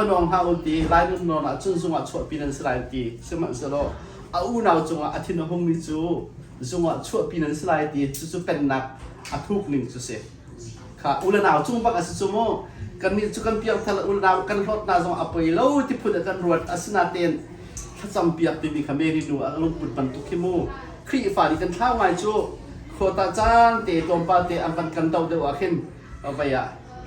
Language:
Hakha Chin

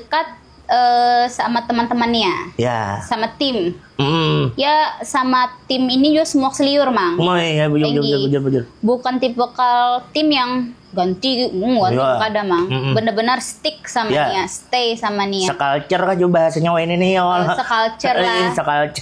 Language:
Banjar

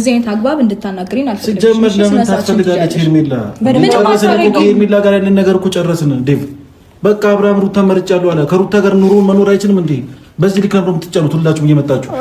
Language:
Amharic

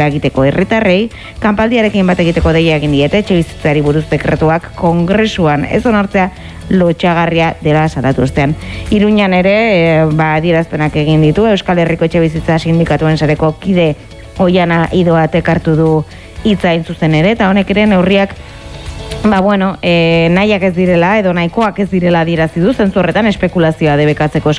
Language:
Basque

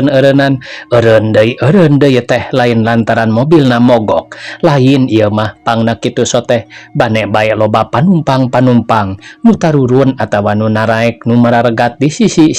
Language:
Sundanese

